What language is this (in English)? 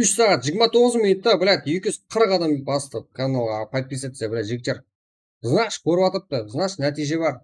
Kara-Kalpak